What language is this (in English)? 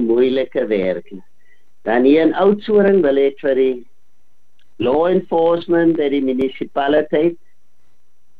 Afrikaans